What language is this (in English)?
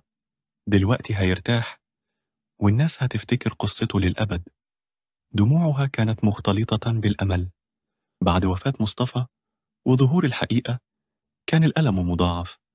Egyptian Arabic